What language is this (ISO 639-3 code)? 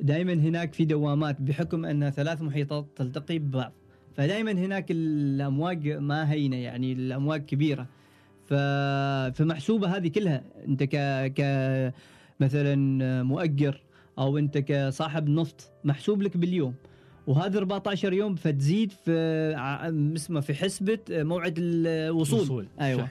afb